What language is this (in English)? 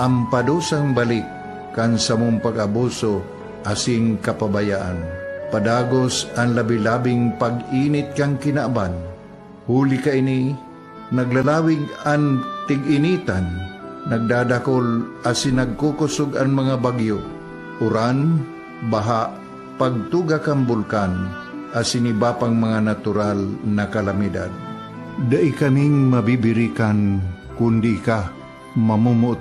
Bikol